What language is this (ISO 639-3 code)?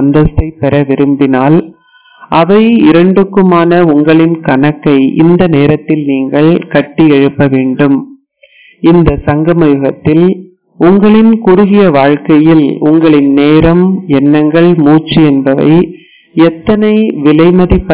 tam